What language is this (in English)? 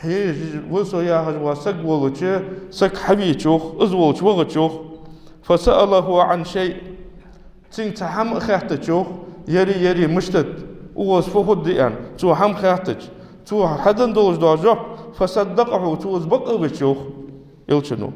Ingush